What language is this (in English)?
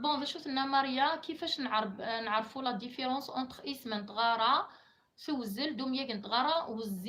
Kabyle